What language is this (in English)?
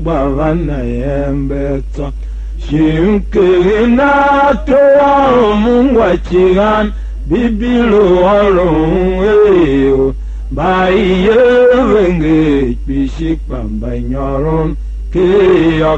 Tiv